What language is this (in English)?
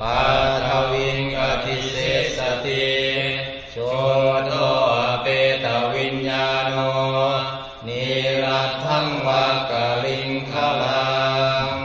Pali